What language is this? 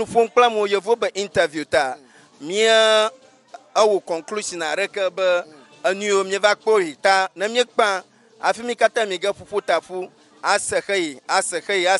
Ewe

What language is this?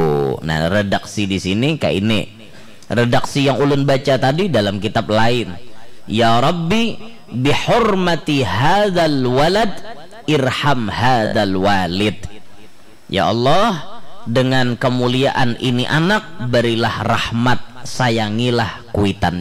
Banjar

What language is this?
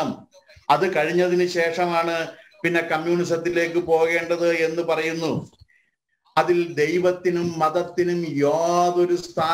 Malayalam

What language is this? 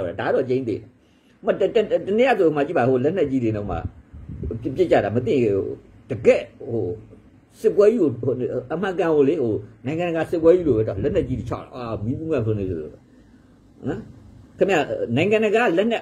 Burmese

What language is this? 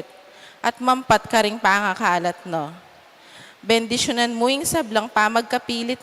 Pampanga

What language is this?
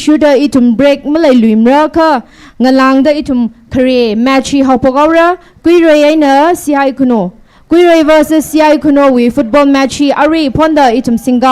Tangkhul Naga (India)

